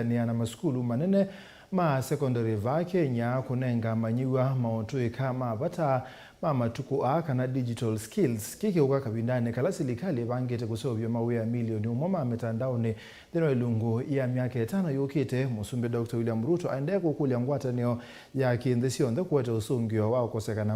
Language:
Kamba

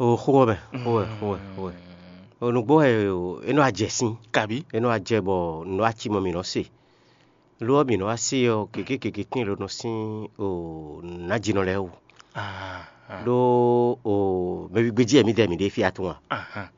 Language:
Fon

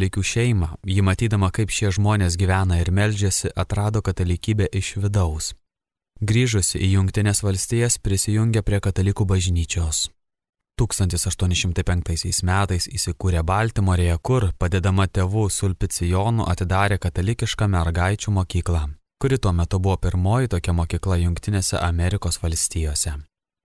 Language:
Lithuanian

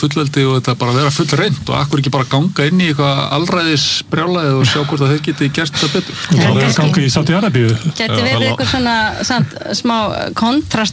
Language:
Icelandic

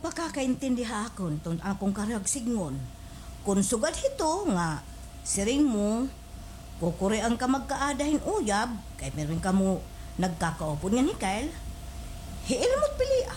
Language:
Waray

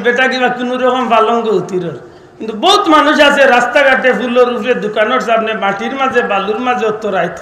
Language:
Sylheti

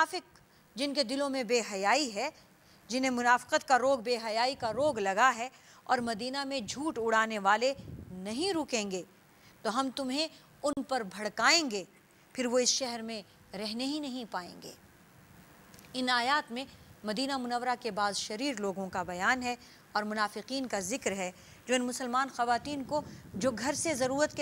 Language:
Urdu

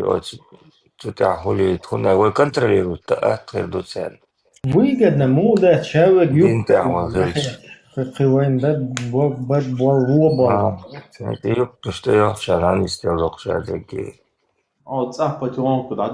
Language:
Chechen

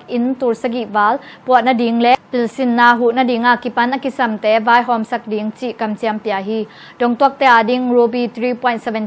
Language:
Tedim Chin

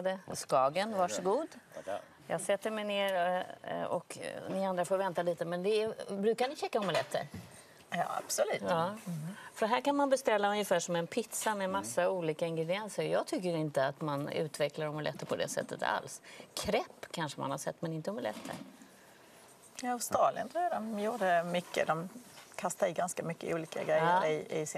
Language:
Swedish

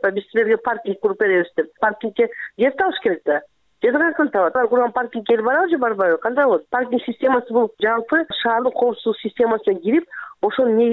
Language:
Kyrgyz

